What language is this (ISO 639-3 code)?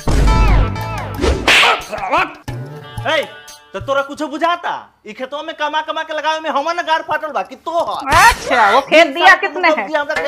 bho